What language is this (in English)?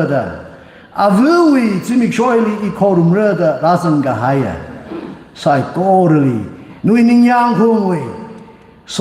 Tangkhul Naga (India)